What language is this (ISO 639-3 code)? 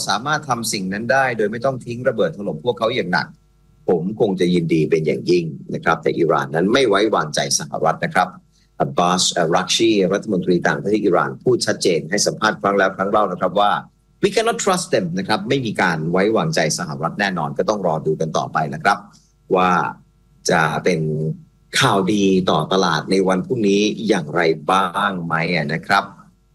tha